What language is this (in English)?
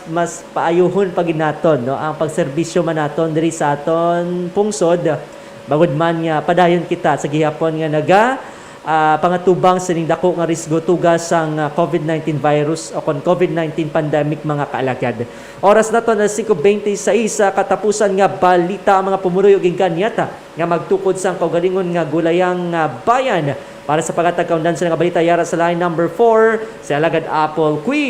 Hiligaynon